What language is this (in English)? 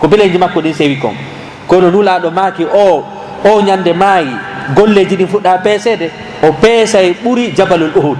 Fula